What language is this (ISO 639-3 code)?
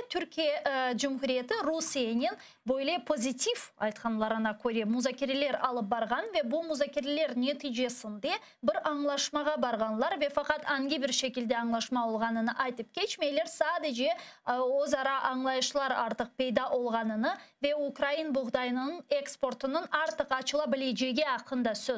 crh